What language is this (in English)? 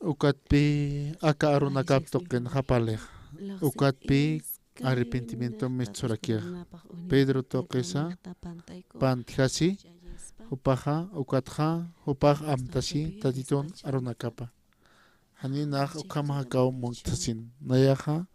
Aymara